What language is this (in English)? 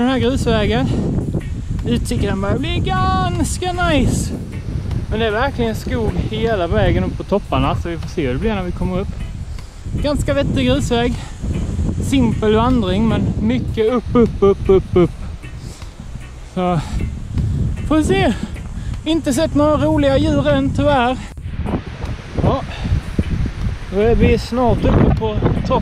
Swedish